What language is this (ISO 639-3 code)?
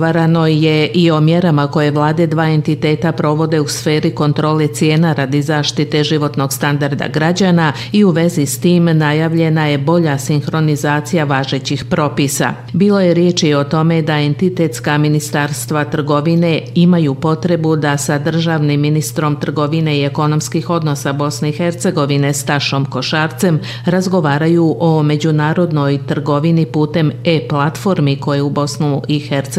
bos